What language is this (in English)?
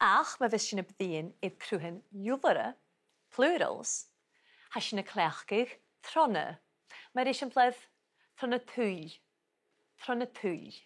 Scottish Gaelic